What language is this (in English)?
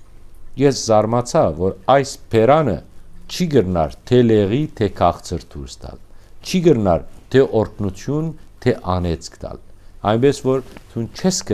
Western Armenian